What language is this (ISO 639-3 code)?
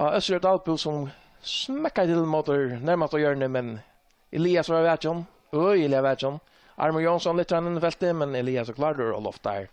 fao